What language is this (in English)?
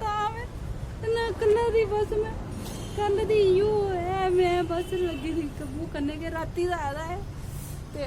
Dogri